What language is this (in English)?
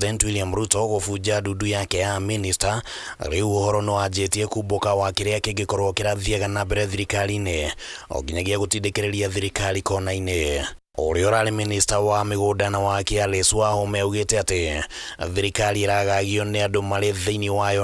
Kikuyu